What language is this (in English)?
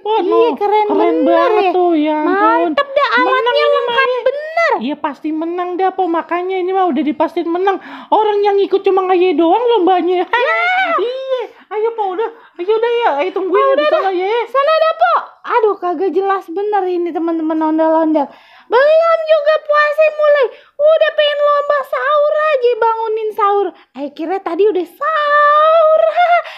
Betawi